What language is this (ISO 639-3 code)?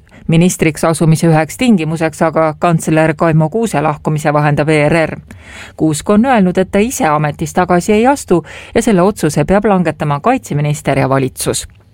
est